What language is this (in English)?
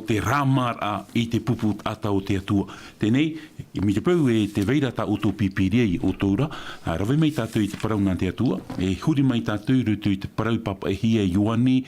Tahitian